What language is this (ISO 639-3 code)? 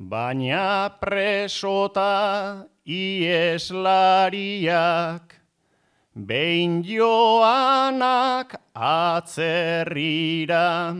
eus